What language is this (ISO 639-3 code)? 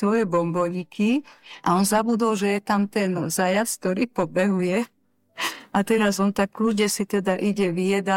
slk